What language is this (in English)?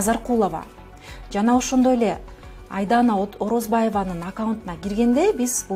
Kyrgyz